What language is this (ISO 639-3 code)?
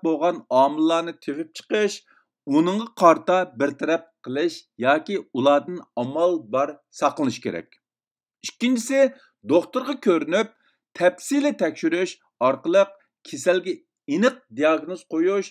uig